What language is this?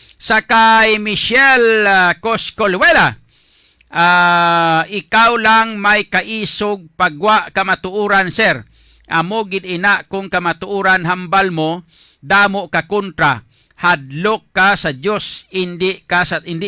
Hiligaynon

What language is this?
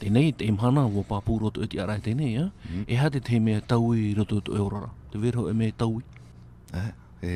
Tahitian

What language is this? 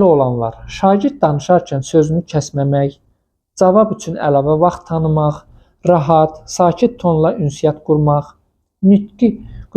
Azerbaijani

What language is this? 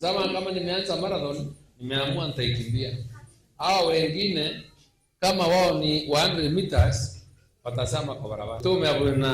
Meru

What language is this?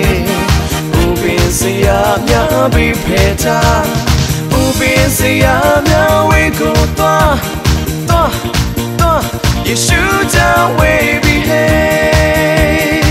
Burmese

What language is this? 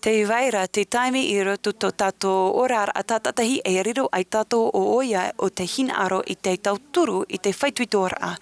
Tahitian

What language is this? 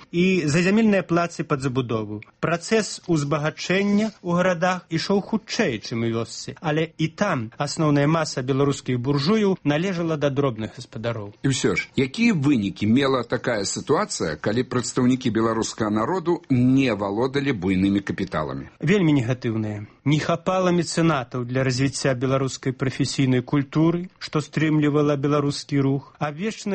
Belarusian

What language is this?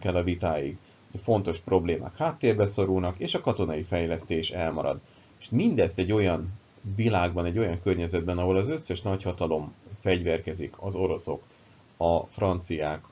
Hungarian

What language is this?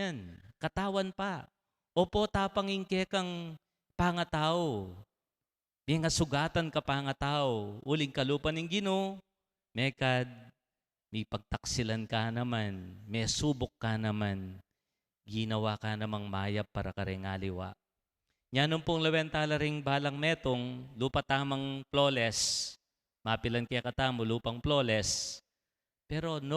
Pampanga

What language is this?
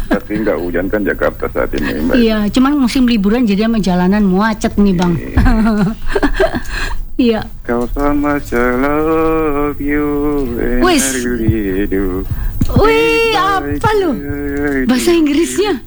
Indonesian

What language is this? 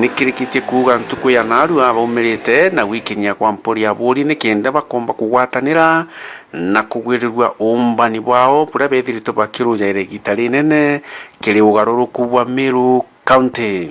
Meru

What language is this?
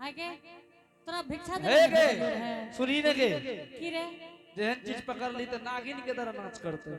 Angika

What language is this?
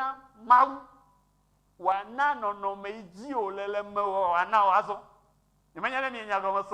Ewe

